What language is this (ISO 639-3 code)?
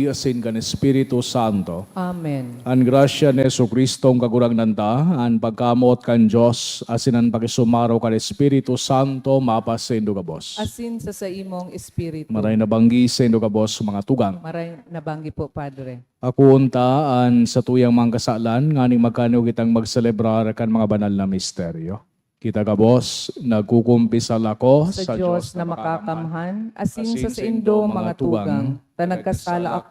bik